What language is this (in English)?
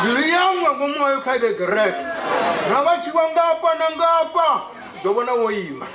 Venda